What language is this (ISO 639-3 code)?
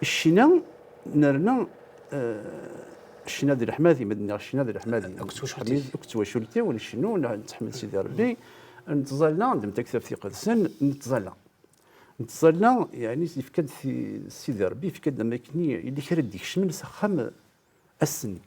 kab